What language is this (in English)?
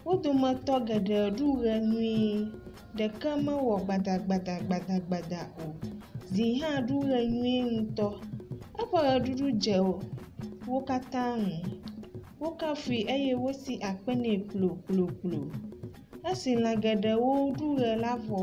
Ewe